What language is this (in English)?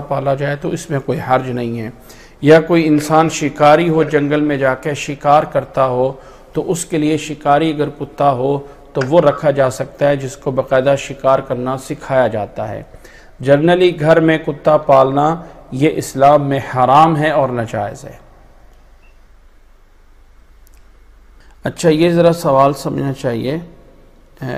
Urdu